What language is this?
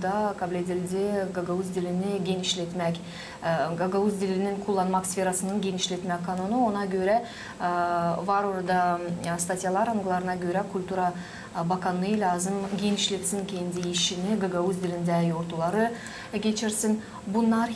Gagauz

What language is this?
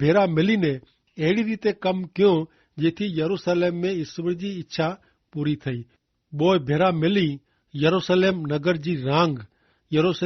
Kachhi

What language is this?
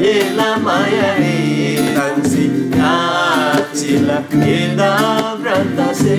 Eastern Tamang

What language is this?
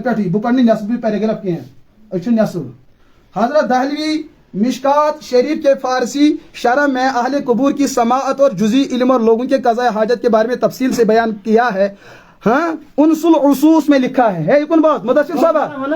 Kashmiri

